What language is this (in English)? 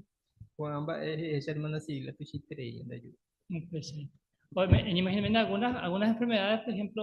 Guarani